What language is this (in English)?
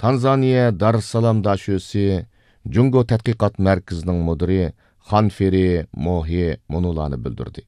Uyghur